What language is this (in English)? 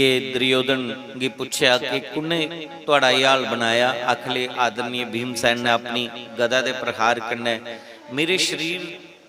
Dogri